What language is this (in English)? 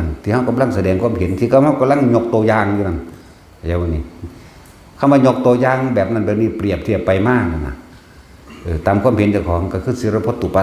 Northeastern Thai